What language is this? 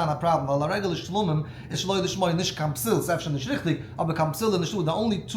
Yiddish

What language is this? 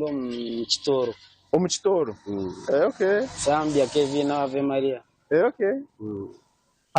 Nyankole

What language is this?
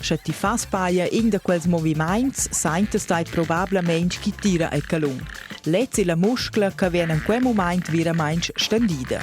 Romansh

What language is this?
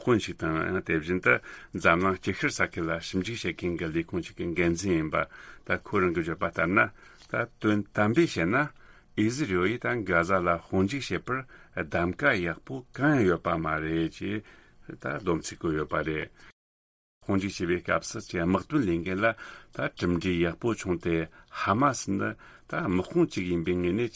Tibetan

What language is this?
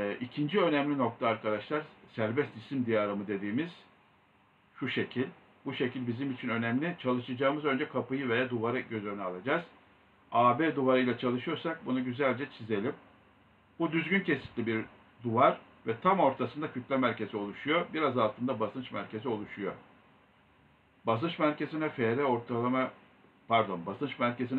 Turkish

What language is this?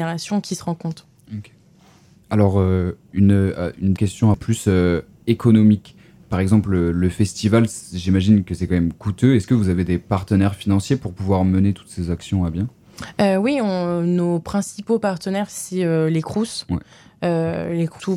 French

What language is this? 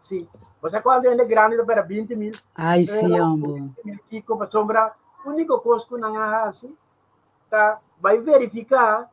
Papiamento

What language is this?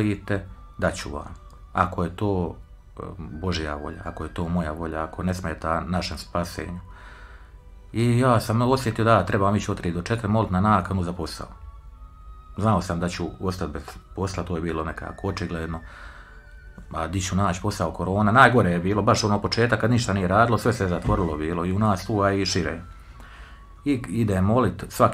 Croatian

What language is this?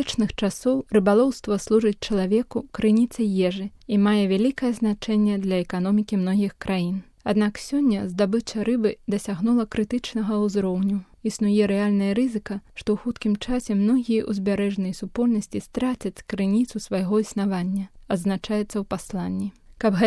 Belarusian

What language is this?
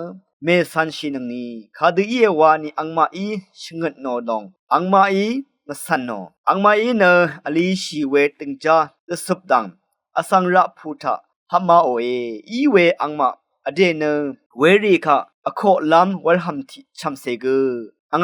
Rawang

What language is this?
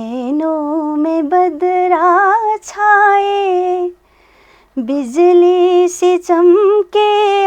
Newari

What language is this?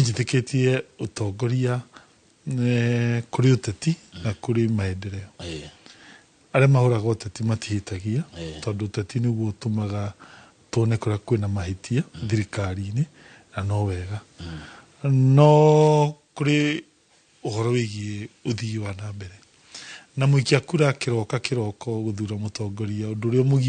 Kikuyu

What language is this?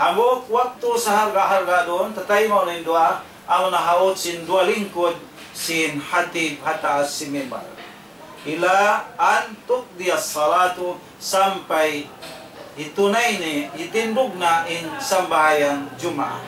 Tausug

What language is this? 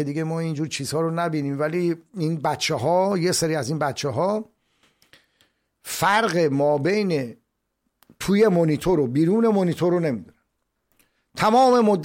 Persian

